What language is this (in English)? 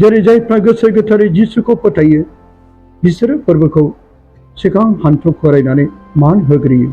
Bodo